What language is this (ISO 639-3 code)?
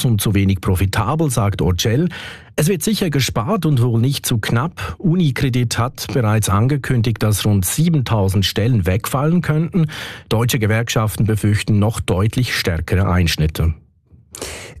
deu